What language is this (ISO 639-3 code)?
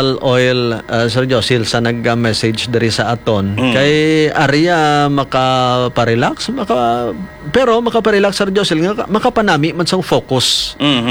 hil